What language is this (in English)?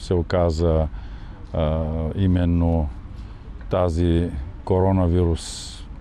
Bulgarian